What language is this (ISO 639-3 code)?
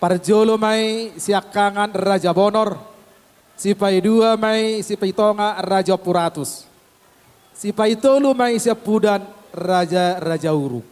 bbc